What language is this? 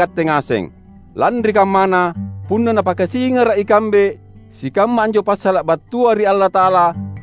Makasar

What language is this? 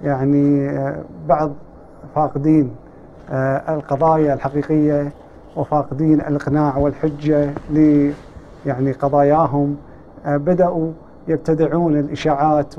Gulf Arabic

